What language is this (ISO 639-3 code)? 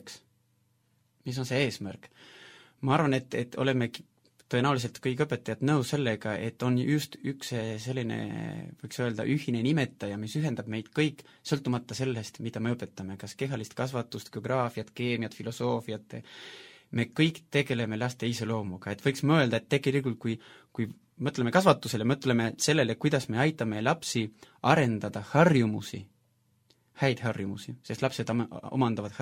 est